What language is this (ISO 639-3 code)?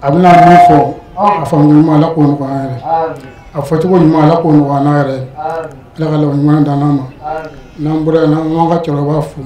bam